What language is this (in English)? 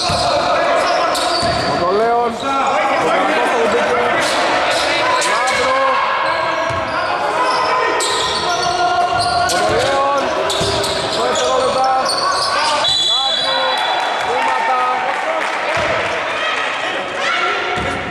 Greek